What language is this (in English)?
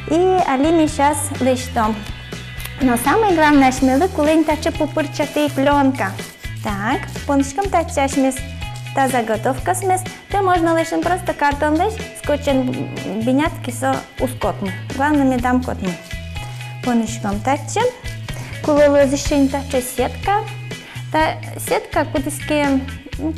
Udmurt